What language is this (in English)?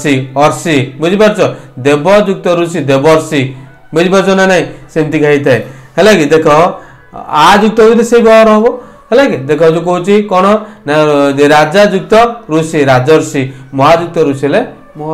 Odia